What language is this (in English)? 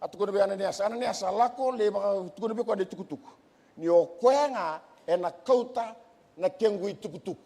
Fijian